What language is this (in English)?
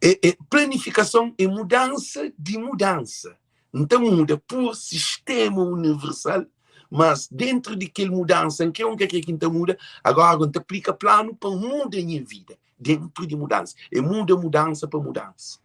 Kabuverdianu